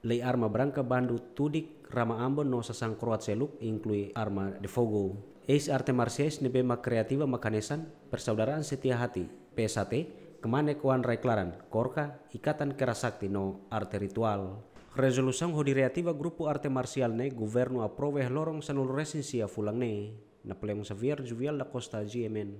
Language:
Tetum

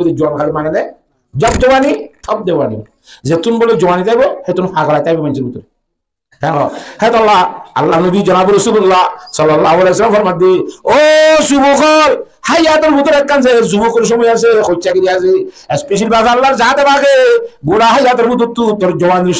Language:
Rohingya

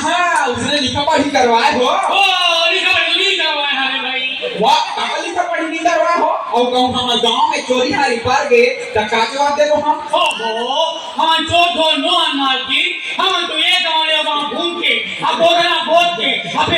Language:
Chhattisgarhi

